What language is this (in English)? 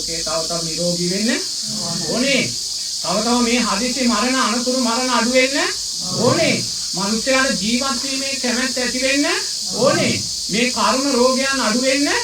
Sinhala